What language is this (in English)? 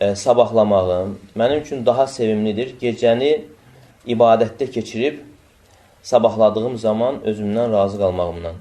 Azerbaijani